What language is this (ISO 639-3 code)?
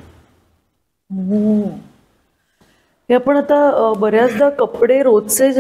mar